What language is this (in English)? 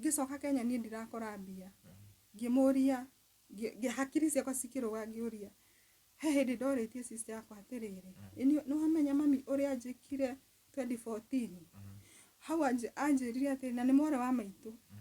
Kikuyu